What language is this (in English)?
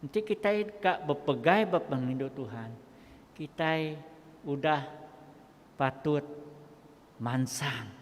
Iban